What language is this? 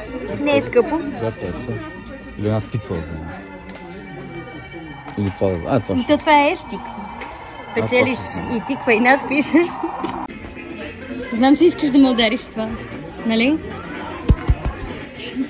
Bulgarian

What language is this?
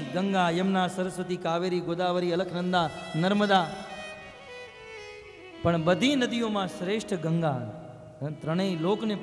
Gujarati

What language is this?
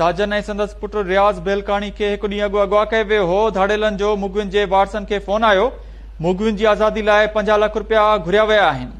Sindhi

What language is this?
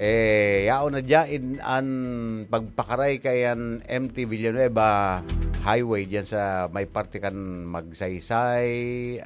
Bikol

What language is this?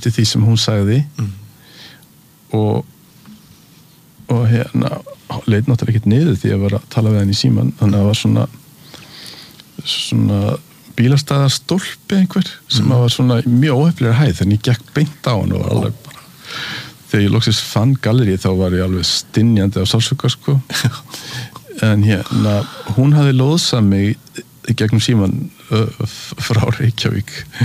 Icelandic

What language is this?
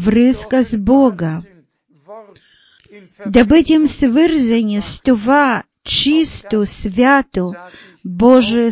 Bulgarian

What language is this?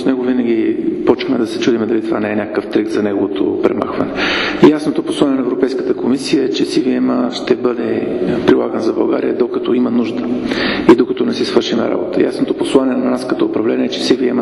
Bulgarian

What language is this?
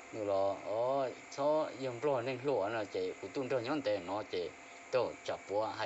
Hmong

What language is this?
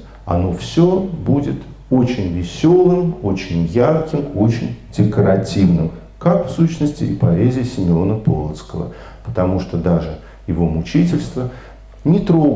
Russian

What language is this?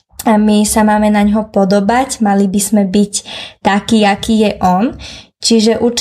Slovak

